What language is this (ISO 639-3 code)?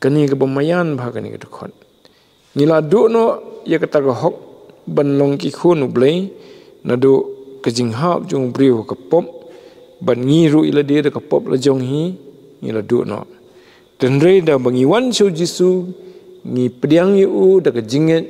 kha